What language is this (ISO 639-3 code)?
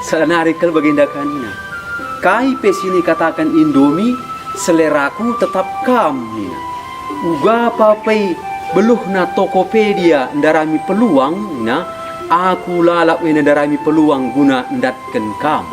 btx